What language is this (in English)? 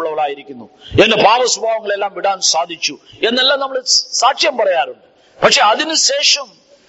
Malayalam